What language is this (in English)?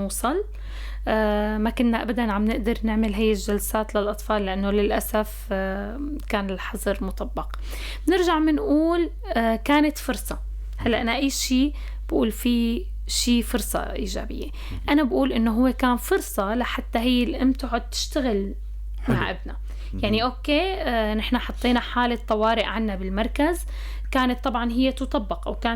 North Levantine Arabic